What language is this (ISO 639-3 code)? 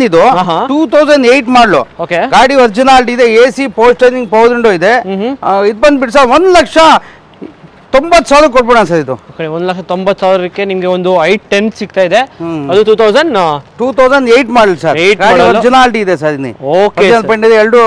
kan